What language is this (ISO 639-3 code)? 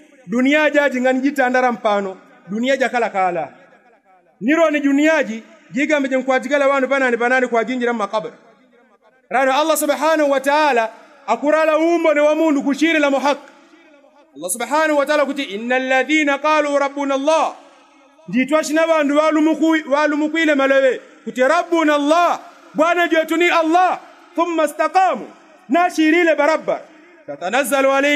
yao